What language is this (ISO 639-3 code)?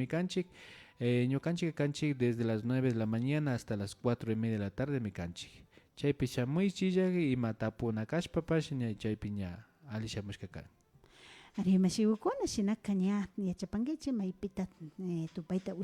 qvi